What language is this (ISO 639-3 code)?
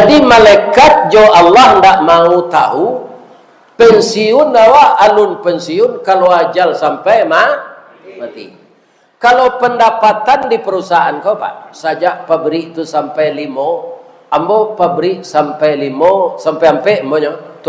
min